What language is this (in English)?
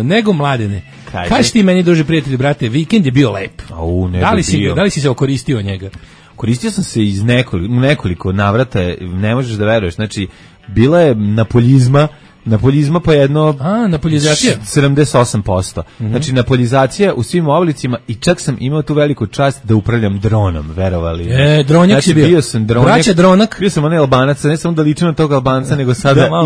Serbian